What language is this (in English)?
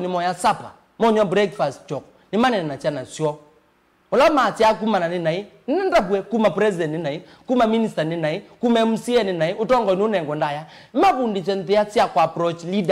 Kamba